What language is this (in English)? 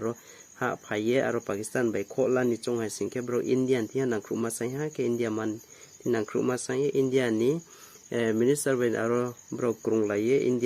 Riang (India)